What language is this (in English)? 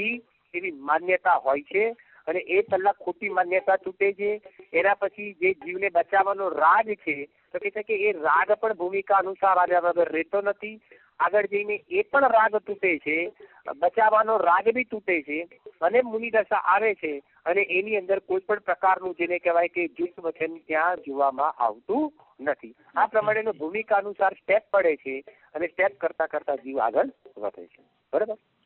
Gujarati